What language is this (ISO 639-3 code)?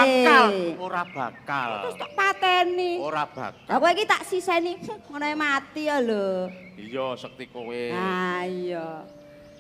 jav